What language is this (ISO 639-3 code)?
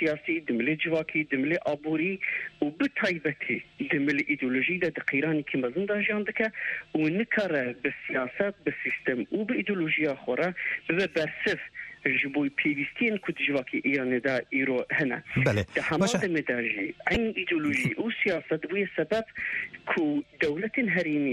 kur